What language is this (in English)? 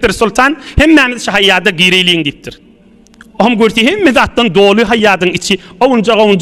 Turkmen